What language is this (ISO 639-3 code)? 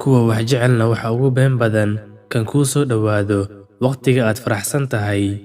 som